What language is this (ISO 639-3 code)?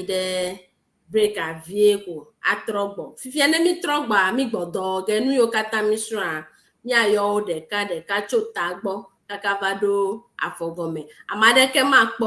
ewe